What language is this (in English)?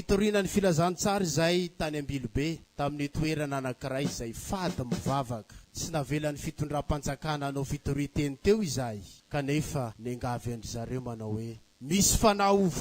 Malagasy